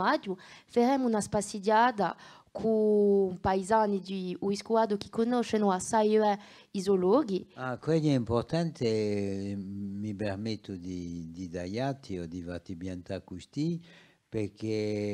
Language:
Corsican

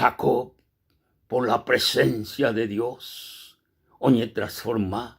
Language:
Guarani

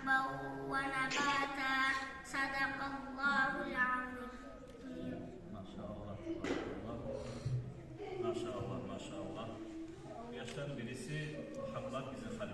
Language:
Kumyk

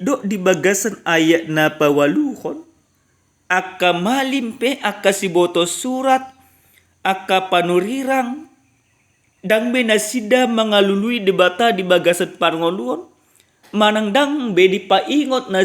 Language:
Batak Toba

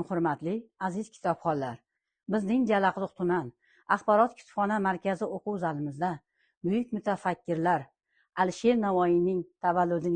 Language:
Uzbek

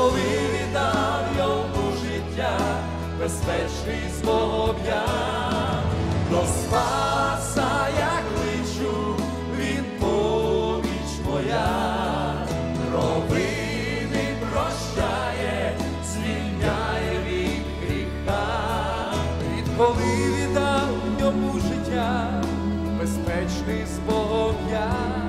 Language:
Ukrainian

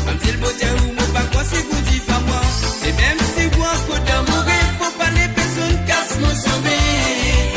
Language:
Morisyen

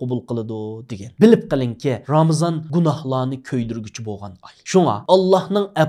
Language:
Uyghur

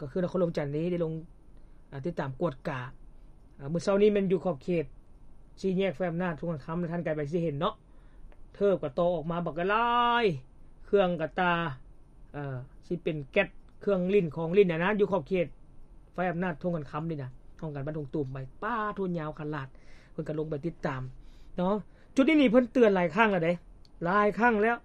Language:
Lao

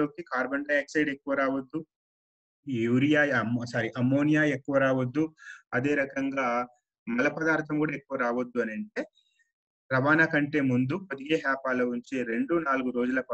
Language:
Telugu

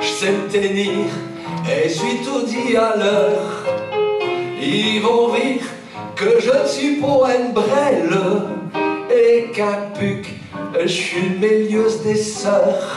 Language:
Picard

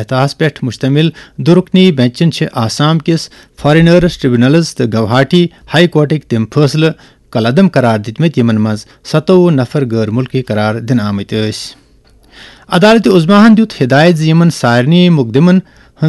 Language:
Kashmiri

